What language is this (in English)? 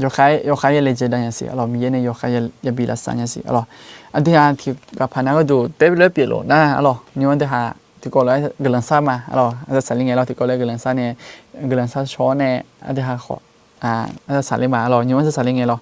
Akha